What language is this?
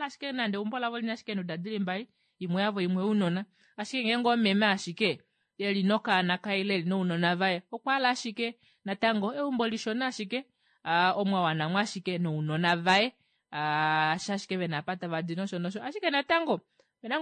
Kuanyama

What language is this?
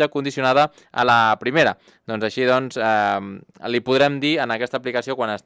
Catalan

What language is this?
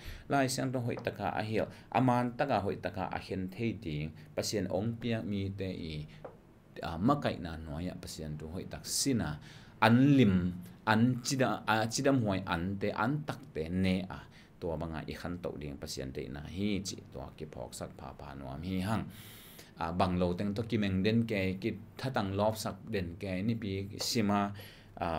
Tedim Chin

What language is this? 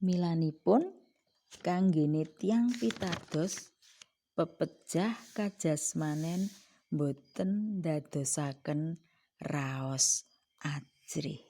Javanese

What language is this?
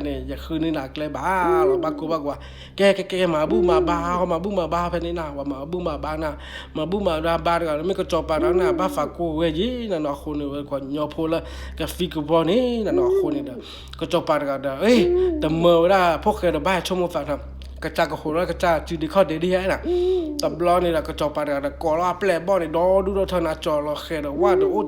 S'gaw Karen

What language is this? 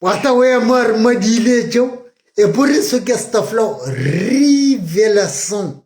Kabuverdianu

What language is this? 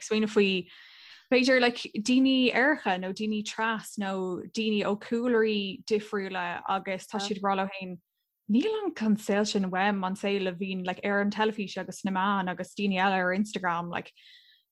Irish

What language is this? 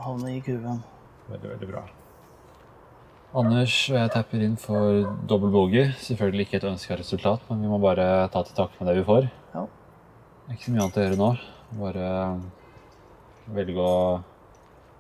Norwegian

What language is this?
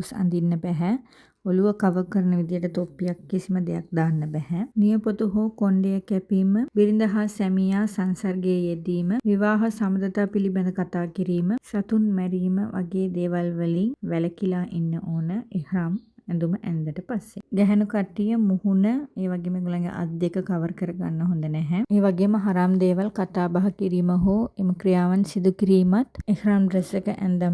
Sinhala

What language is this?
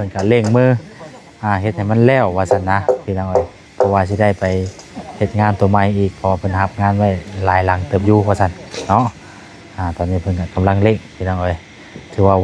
Lao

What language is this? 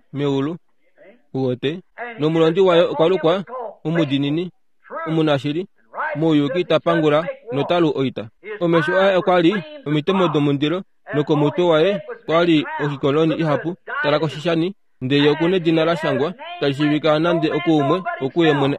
Kuanyama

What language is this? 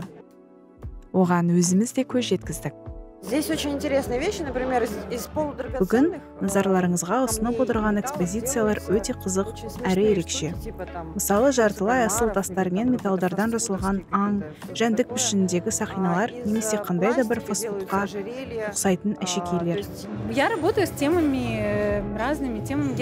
Kazakh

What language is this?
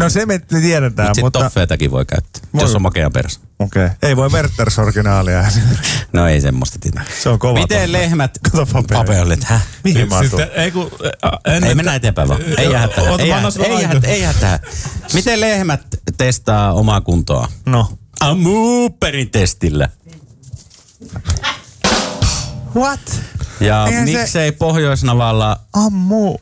Finnish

